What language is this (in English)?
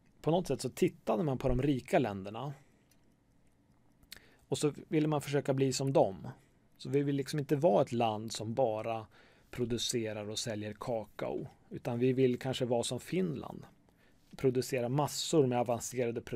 Swedish